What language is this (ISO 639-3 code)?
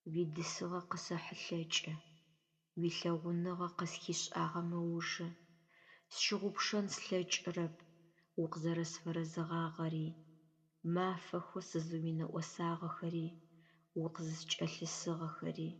ady